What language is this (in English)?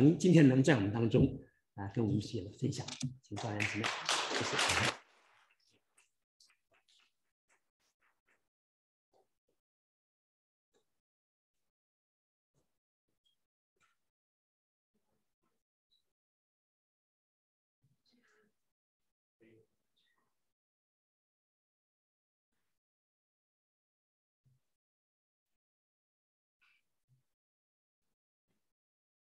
Chinese